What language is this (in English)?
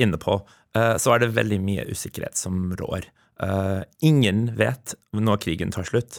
Norwegian